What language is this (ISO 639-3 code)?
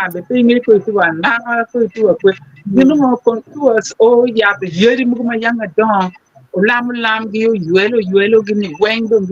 ach